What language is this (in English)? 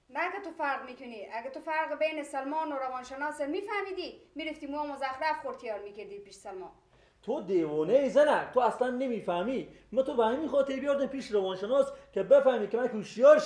Persian